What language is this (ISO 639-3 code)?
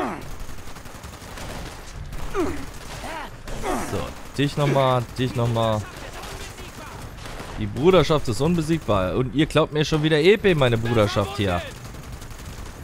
deu